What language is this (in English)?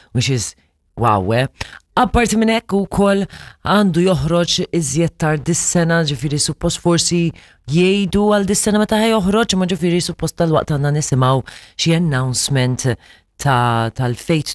Maltese